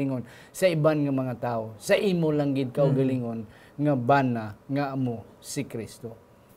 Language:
Hiligaynon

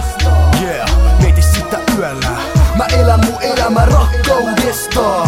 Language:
Finnish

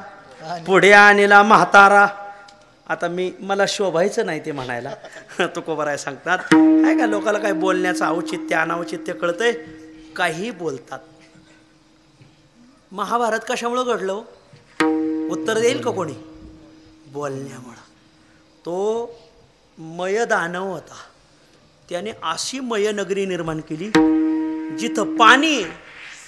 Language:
Marathi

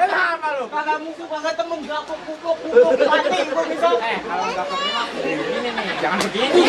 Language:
Betawi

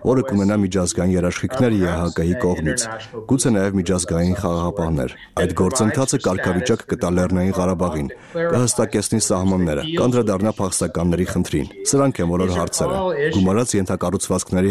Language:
Armenian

